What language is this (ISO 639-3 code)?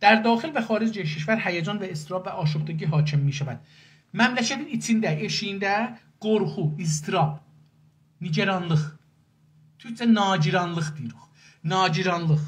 azb